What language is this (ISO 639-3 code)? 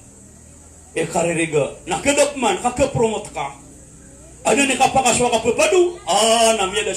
mrw